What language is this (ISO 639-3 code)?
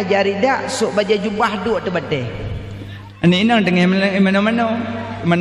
ace